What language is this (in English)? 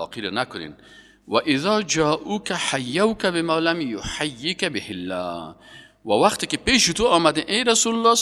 Persian